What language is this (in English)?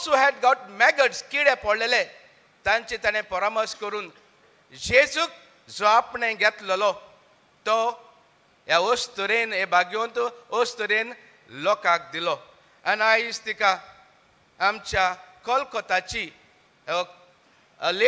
Konkani